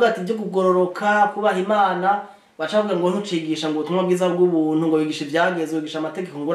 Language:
Rundi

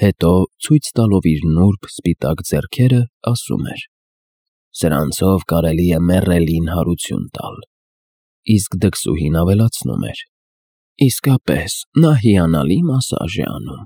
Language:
Armenian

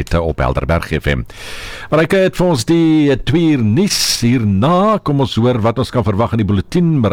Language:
Afrikaans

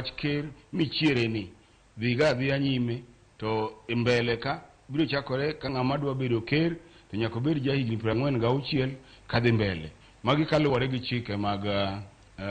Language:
Luo (Kenya and Tanzania)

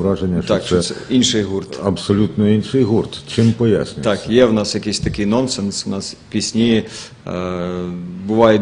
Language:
Ukrainian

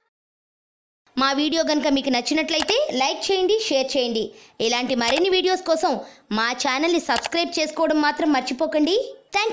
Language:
Telugu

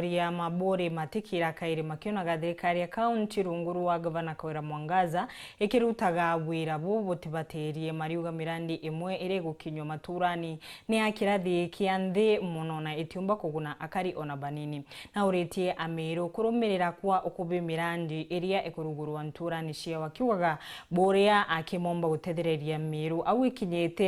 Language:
Meru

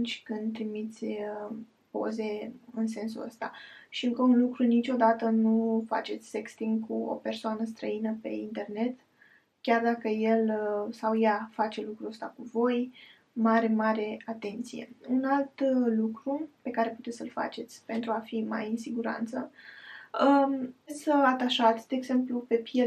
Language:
Romanian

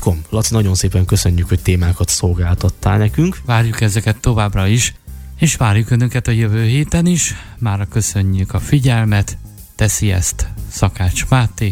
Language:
Hungarian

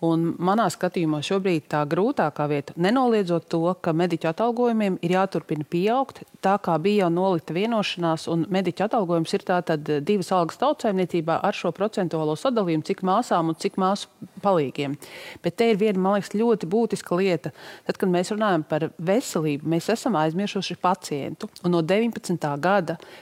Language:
Latvian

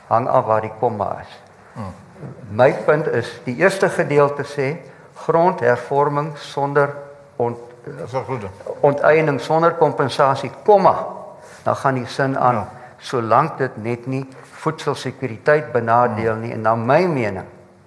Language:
Afrikaans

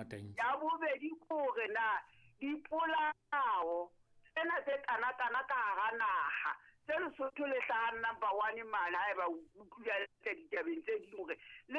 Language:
Southern Sotho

